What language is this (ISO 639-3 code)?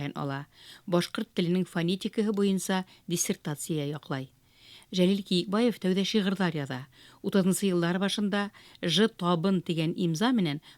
bak